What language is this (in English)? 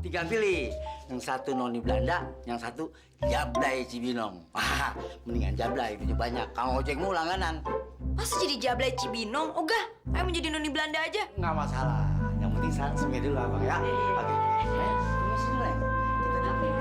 Betawi